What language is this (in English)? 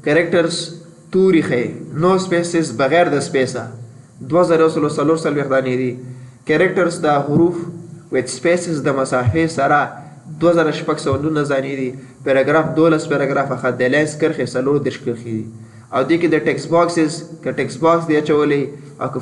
Pashto